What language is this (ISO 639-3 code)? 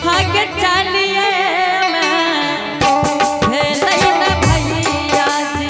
anp